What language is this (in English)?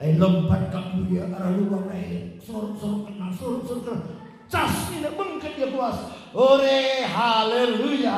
Batak Karo